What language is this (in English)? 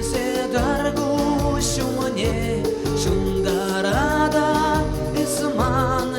Chuvash